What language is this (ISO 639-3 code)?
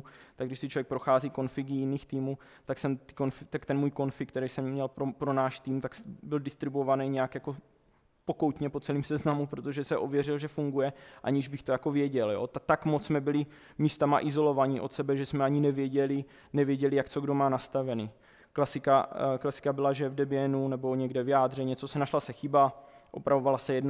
ces